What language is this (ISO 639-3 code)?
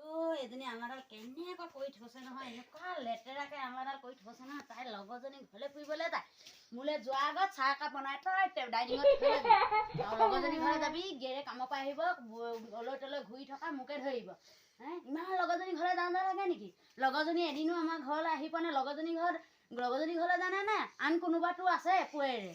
asm